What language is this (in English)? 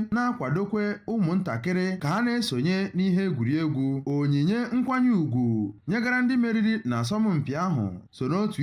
Igbo